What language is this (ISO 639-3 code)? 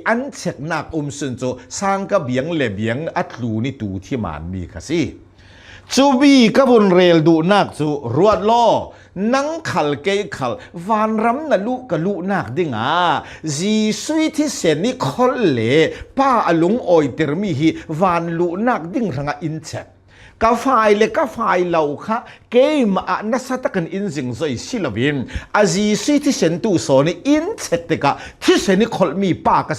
cnh